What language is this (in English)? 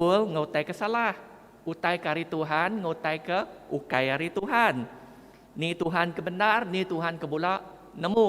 Iban